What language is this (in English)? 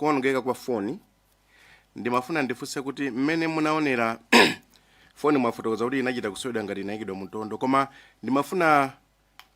Nyanja